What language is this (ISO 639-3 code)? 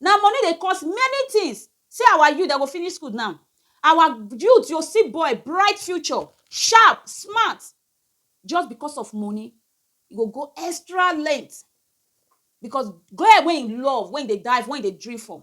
pcm